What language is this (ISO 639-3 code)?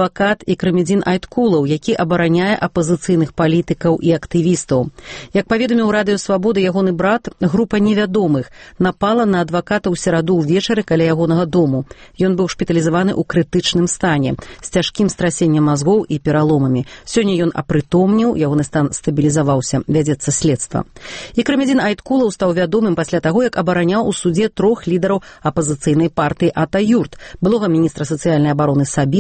bel